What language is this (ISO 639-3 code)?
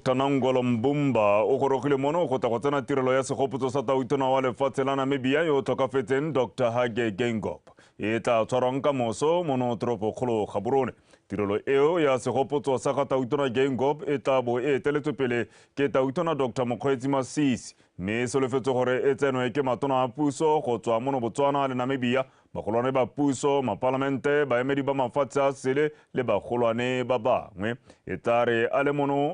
tsn